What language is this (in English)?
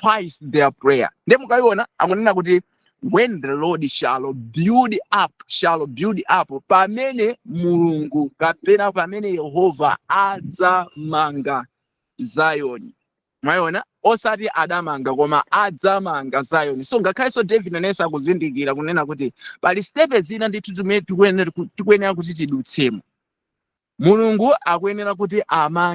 Nyanja